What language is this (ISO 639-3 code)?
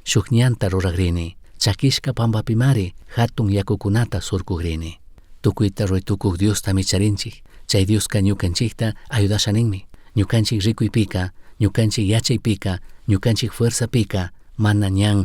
qug